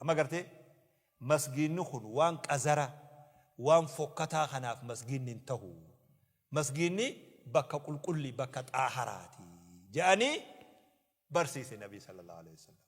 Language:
Oromo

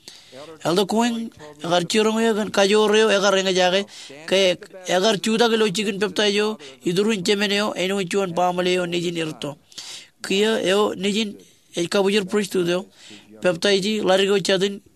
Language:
Marshallese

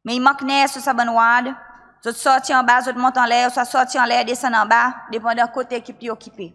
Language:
Seselwa Creole French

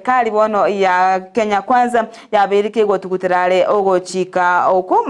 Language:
Gusii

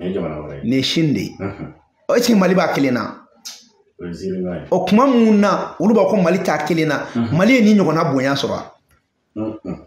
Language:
Bambara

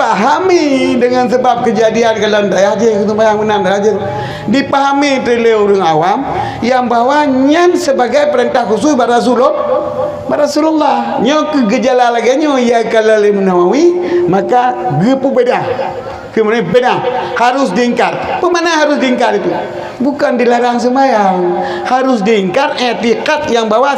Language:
Achinese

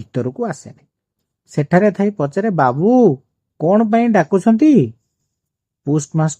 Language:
Odia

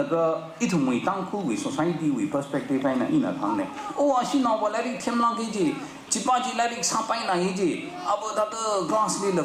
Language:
Tangkhul Naga (India)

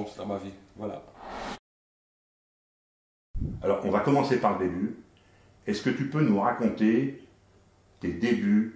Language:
French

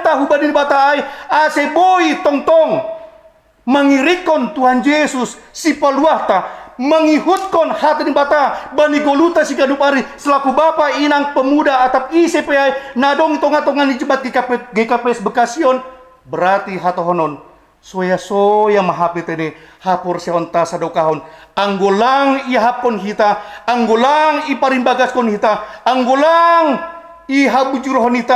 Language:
Batak Simalungun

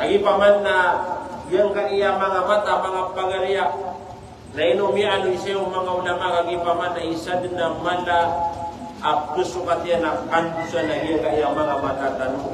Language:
Maranao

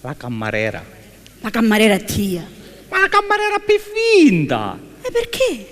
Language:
Sicilian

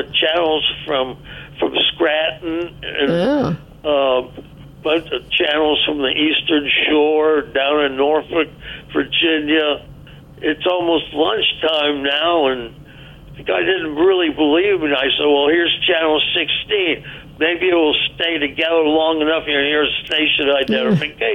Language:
English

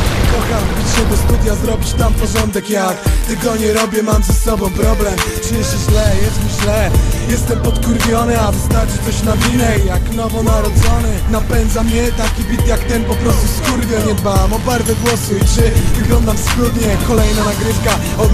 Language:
Polish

